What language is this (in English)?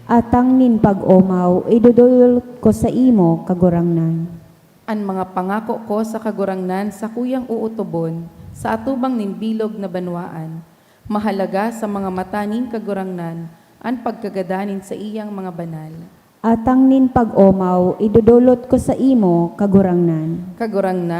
Bikol